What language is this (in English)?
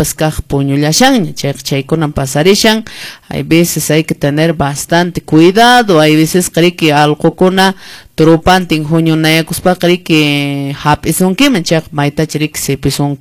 Quechua